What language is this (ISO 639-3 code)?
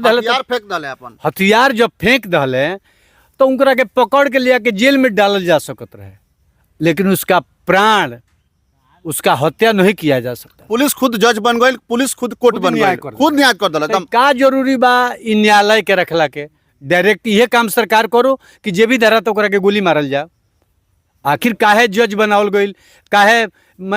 bho